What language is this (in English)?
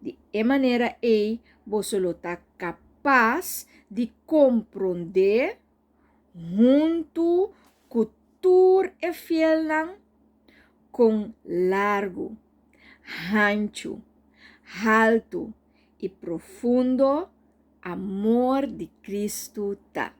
Papiamento